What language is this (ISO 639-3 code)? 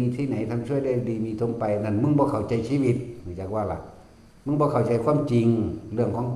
tts